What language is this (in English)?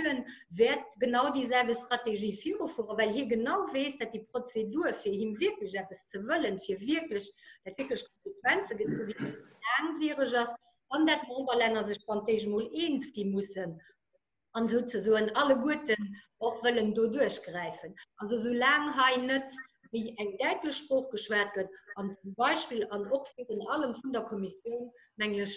Luxembourgish